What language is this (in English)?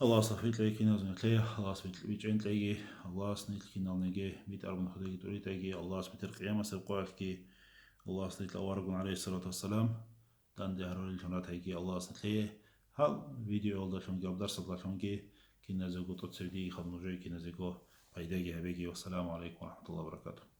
Avaric